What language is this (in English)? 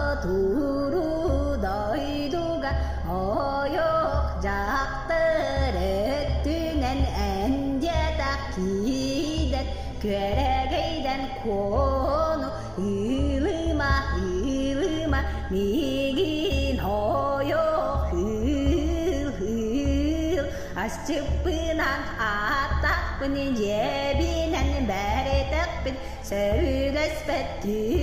Yakut